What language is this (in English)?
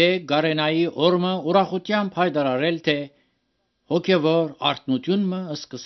Armenian